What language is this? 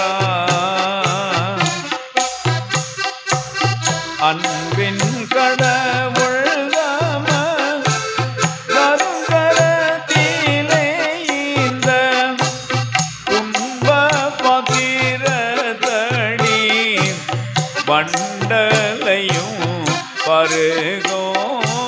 Tamil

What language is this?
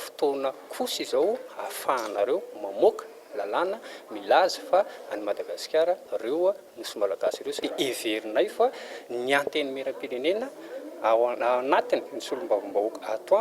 Malagasy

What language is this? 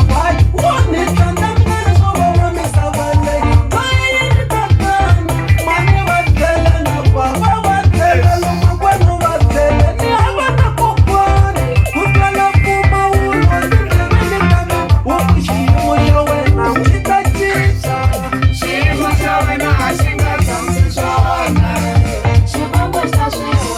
Tsonga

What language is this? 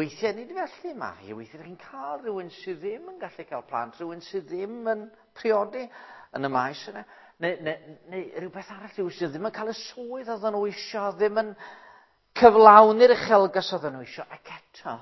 Welsh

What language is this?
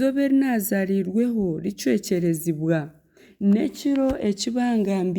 Nyankole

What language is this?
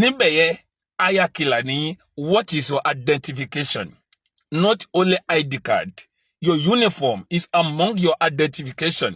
Yoruba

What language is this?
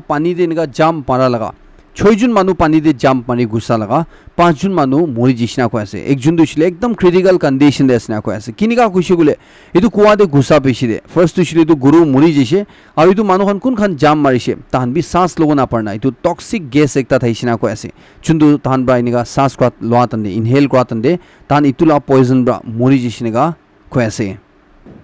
Naga Pidgin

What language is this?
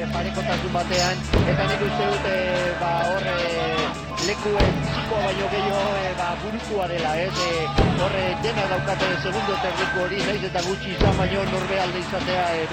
Basque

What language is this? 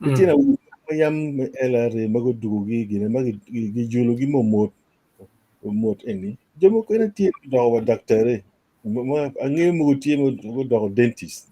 Acoli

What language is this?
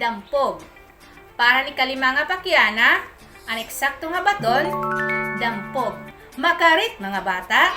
Waray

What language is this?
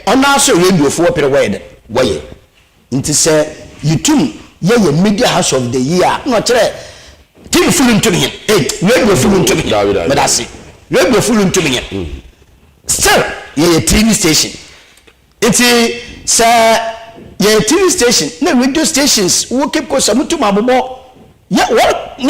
Akan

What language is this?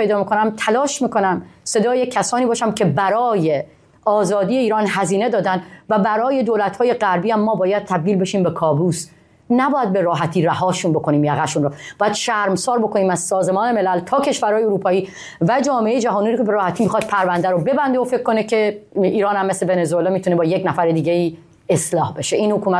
Persian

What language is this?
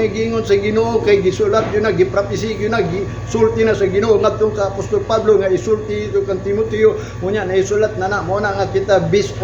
Cebuano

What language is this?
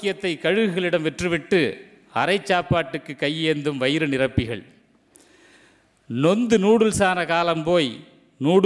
Tamil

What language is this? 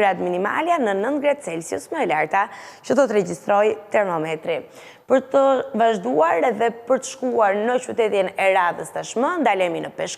Albanian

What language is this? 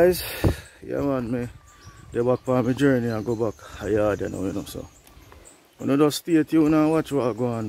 Jamaican Creole English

